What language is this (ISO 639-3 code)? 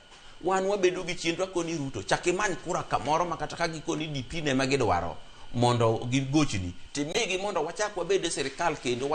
luo